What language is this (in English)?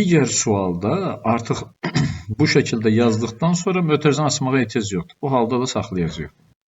Azerbaijani